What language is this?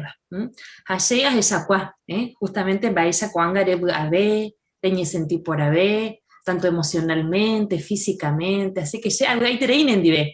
Guarani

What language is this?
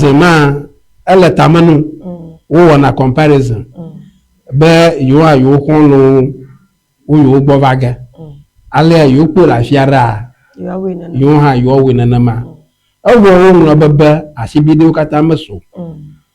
Ewe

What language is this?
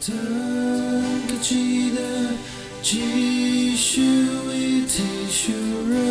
Tangkhul Naga (India)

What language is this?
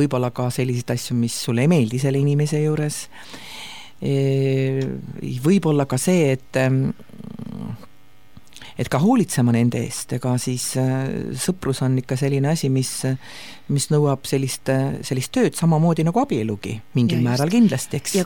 Estonian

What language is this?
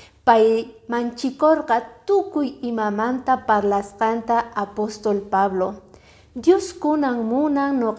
Quechua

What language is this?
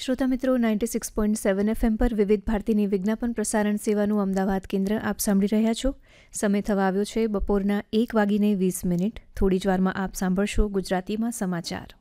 Gujarati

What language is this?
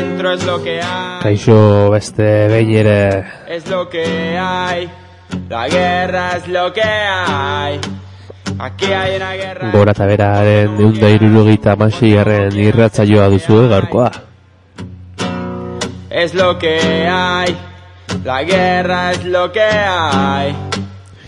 Basque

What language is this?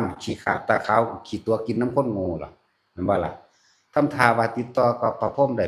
Northeastern Thai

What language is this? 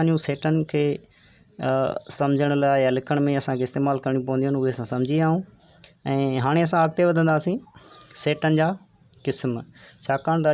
Sindhi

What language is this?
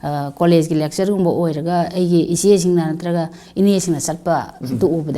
Manipuri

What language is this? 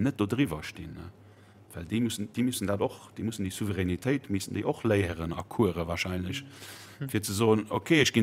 Luxembourgish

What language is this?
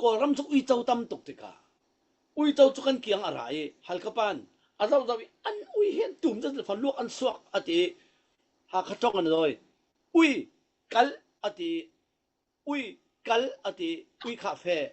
Falam Chin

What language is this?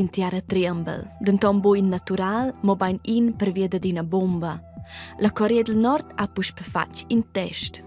Romansh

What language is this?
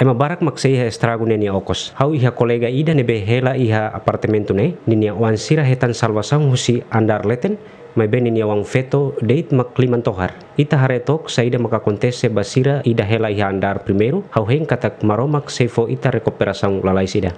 Tetum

